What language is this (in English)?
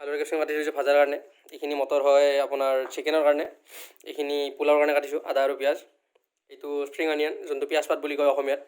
Assamese